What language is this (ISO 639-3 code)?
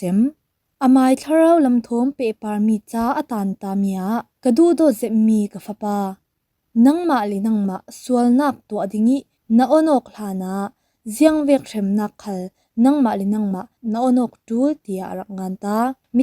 cfm